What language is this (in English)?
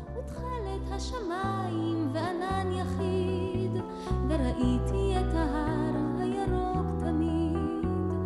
Hebrew